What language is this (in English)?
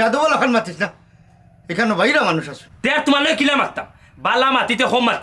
Sylheti